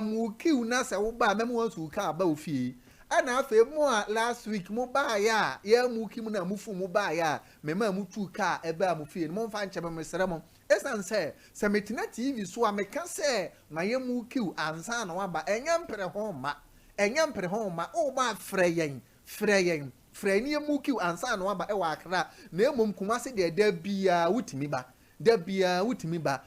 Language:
Akan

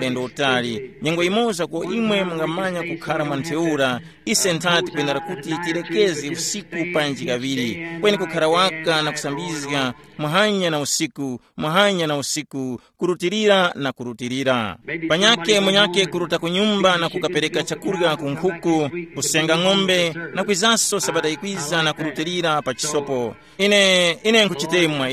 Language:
Tumbuka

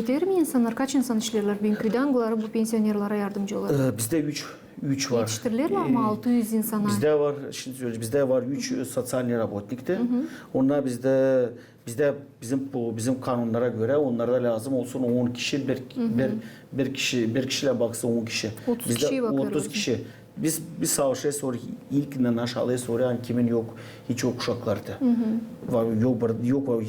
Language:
Gagauz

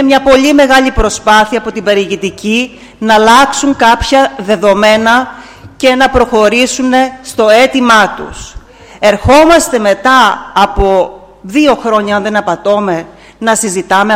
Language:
Greek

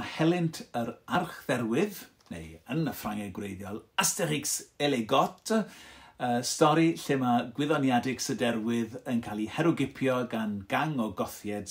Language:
Welsh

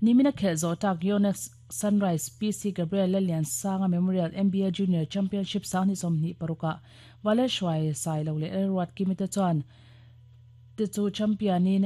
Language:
Mizo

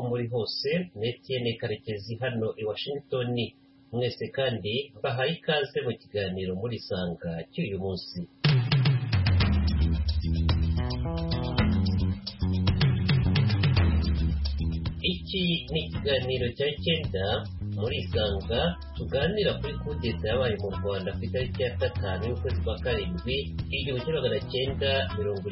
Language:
Kinyarwanda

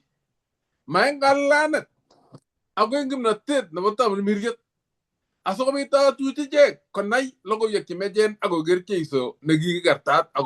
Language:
Kalenjin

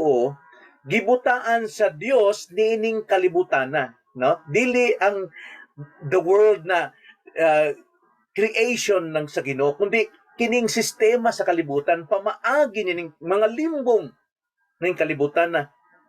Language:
Cebuano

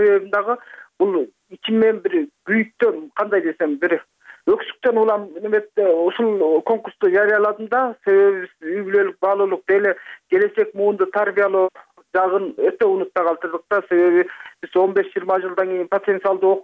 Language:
Kyrgyz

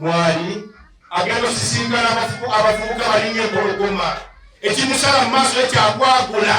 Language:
Ganda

